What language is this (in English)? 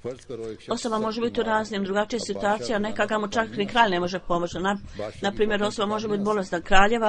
Bosnian